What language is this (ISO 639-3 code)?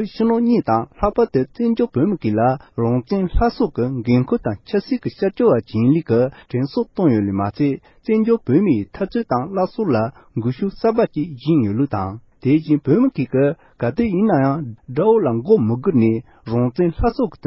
bod